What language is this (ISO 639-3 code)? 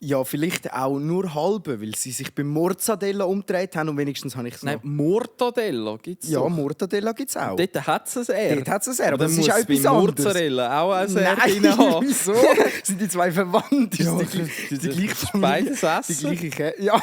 gsw